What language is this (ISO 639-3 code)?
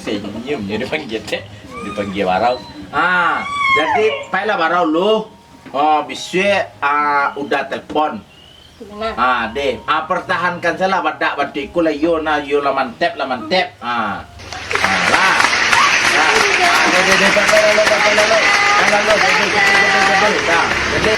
min